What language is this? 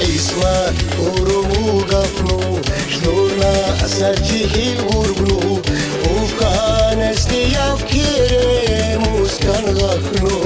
Tabassaran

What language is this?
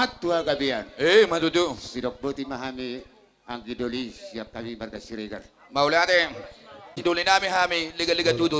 Batak Toba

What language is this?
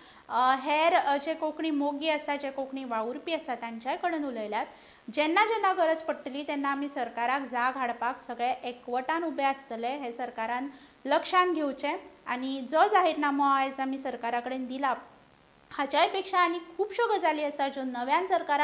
Konkani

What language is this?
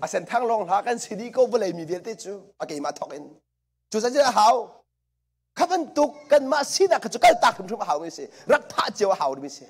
Hakha Chin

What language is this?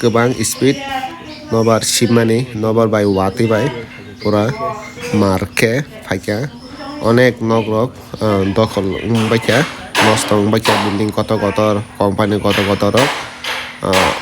Kok Borok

